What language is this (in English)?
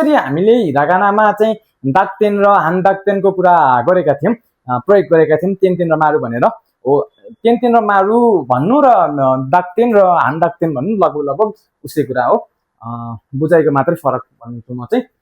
Nepali